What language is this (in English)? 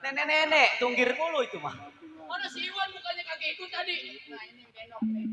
Betawi